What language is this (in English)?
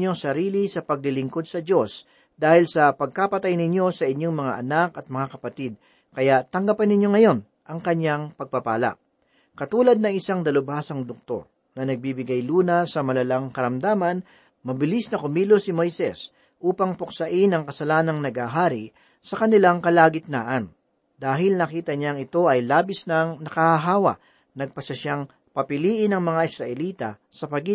Filipino